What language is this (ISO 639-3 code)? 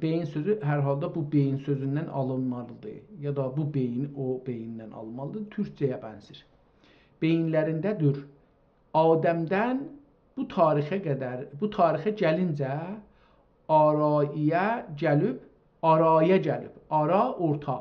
azb